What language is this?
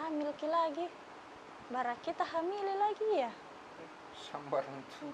Makassar Malay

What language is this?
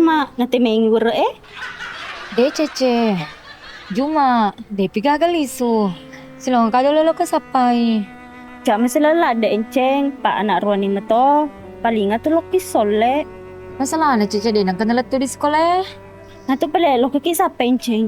Buginese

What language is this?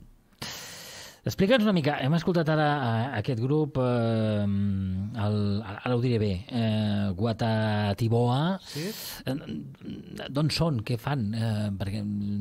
Catalan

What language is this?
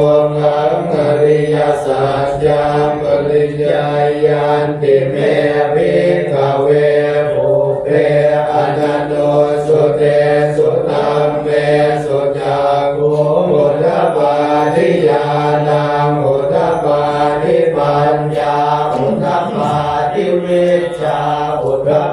Pali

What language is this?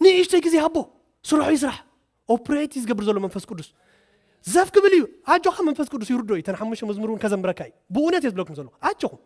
Tigrinya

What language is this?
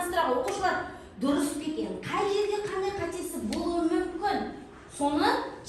Kazakh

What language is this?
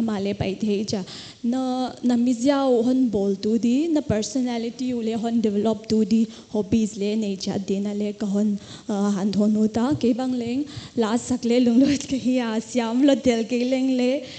Paite Chin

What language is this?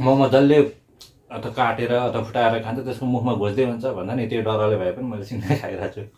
Nepali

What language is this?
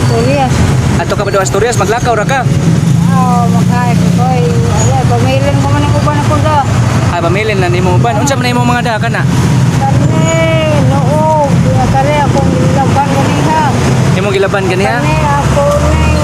Cebuano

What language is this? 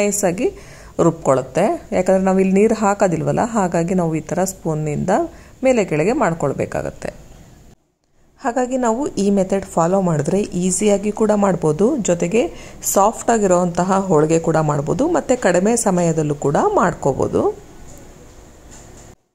Kannada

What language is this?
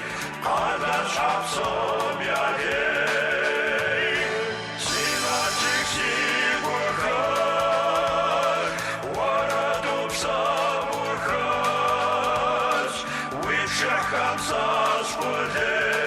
Kabardian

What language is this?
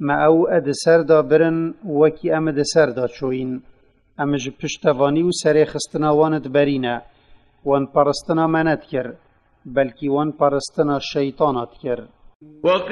Kurdish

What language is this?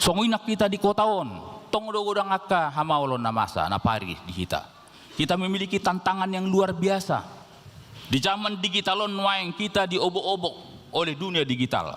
Batak Toba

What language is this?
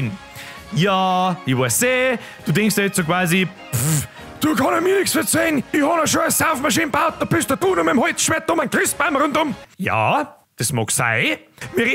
Bavarian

